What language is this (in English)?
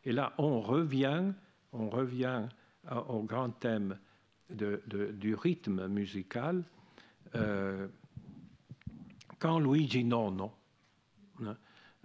French